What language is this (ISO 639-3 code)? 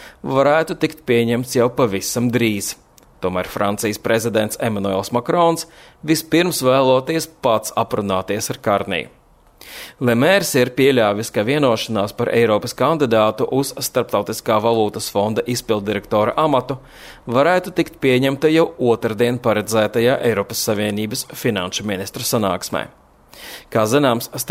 lav